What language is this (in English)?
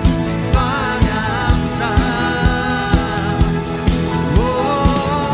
Slovak